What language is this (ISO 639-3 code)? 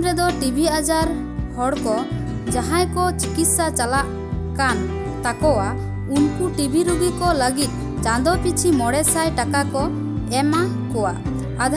sat